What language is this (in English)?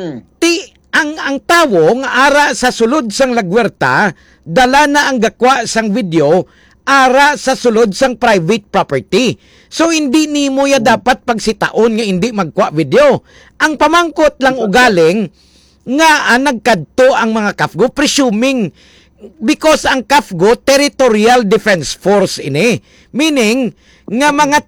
Hiligaynon